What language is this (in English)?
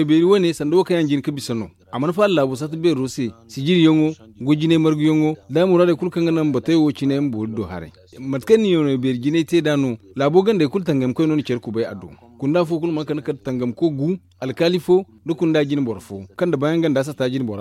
Zarma